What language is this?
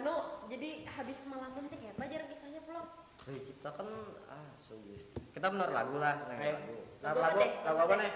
Banjar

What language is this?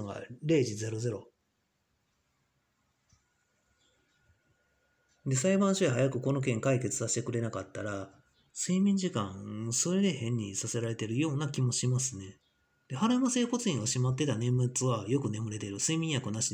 Japanese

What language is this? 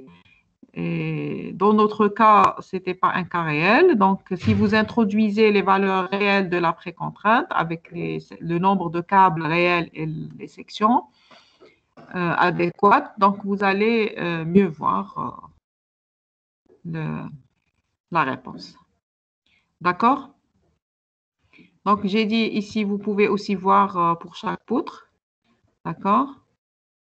French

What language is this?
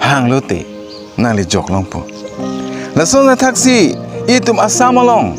Karbi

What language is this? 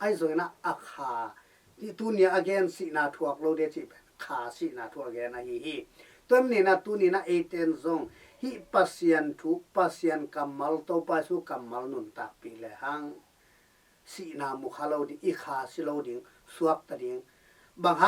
Tedim Chin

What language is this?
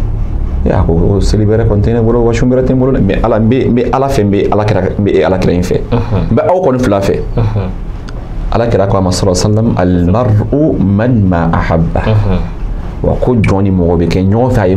Bambara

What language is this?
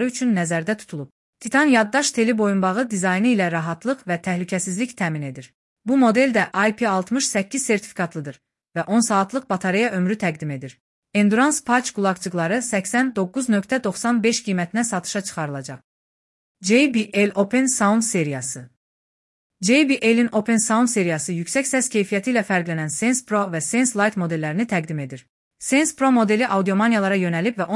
Azerbaijani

